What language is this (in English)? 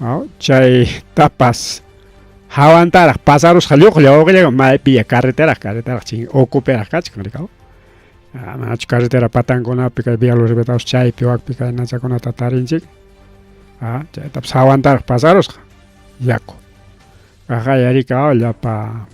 Ayacucho Quechua